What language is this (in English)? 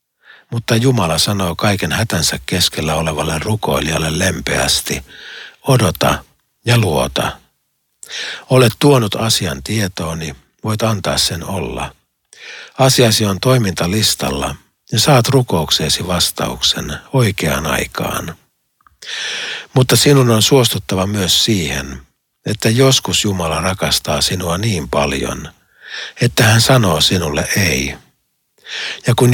Finnish